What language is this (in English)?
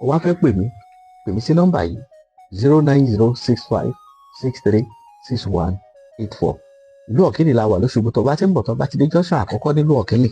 Yoruba